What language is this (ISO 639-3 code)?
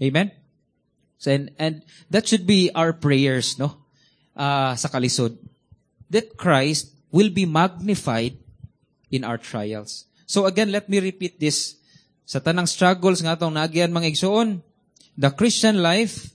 ceb